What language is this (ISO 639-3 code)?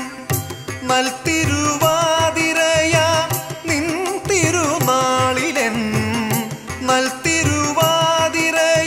mal